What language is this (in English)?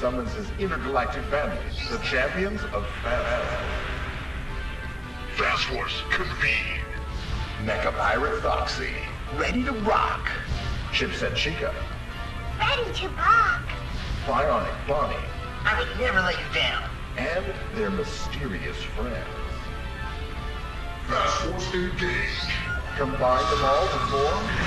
English